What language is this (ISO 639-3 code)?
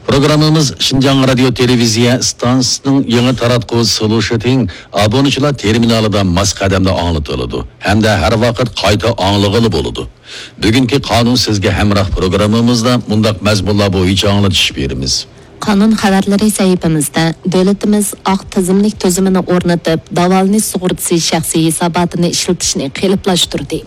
uig